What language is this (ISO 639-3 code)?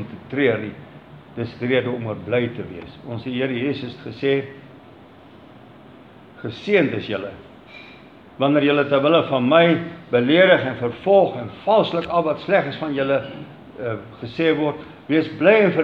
afr